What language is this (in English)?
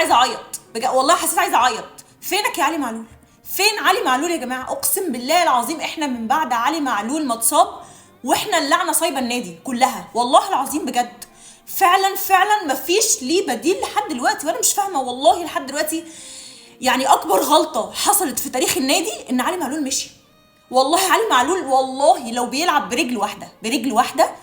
Egyptian Arabic